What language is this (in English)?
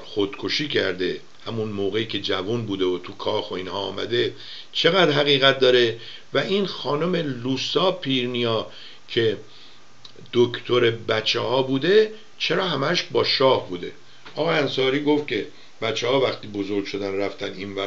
Persian